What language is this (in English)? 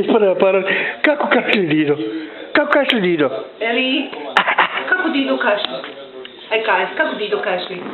Bosnian